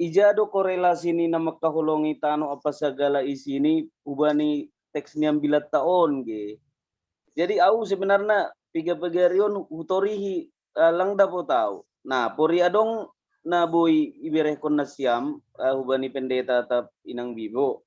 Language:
Batak Simalungun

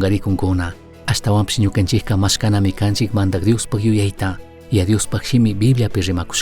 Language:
Chimborazo Highland Quichua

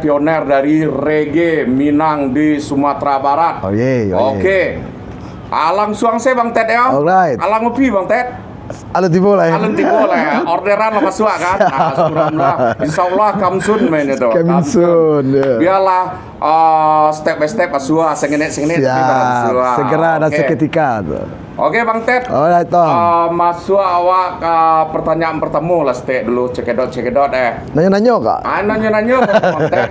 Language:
Minangkabau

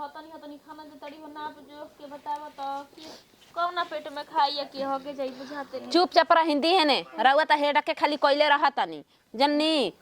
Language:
Bhojpuri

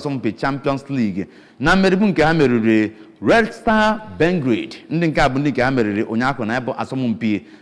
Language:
Igbo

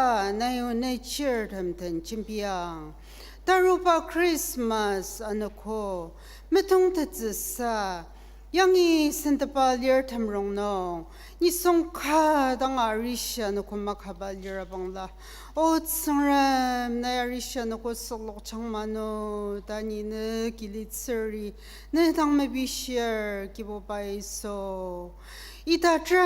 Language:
Ao Naga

